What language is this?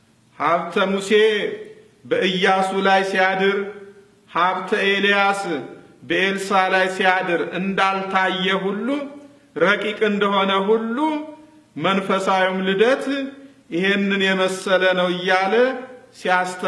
Amharic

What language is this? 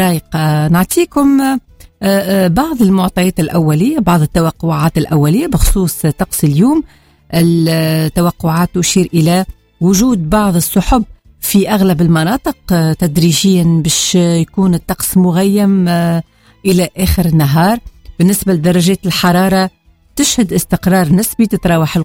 Tunisian Arabic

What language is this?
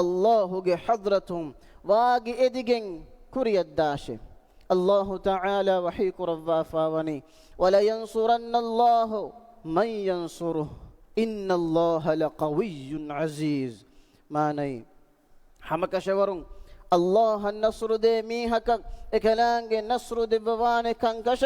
Divehi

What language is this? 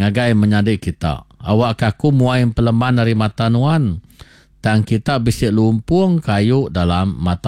Iban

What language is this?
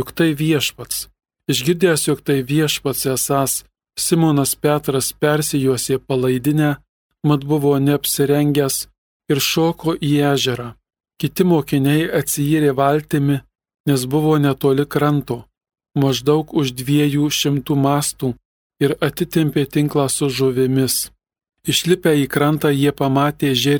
Lithuanian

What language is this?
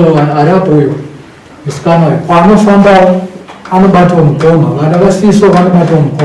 Shona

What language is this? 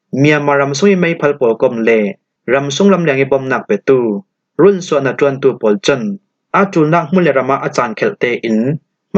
Falam Chin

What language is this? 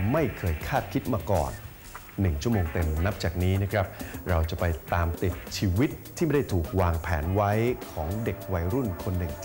Thai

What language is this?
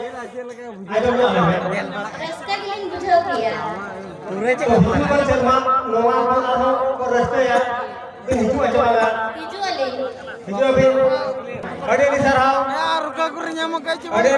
Santali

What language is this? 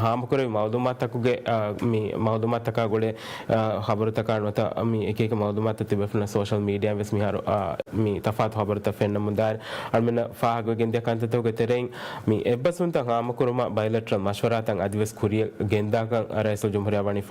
Divehi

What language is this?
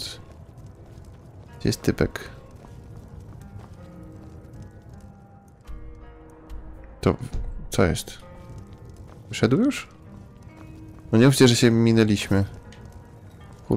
Polish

